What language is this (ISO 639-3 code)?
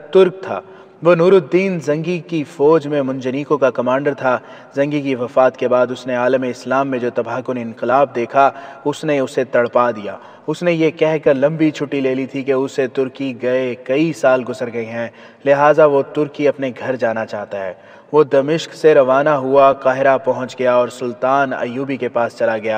urd